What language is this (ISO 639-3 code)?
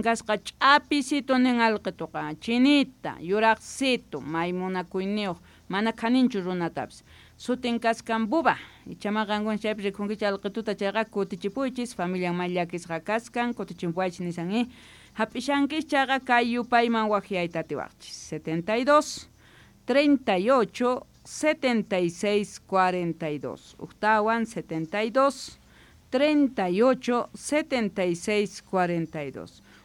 que